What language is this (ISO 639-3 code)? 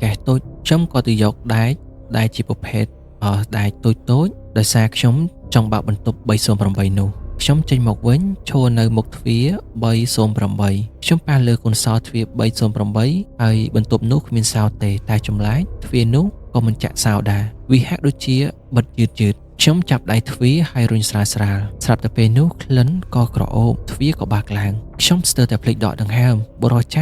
khm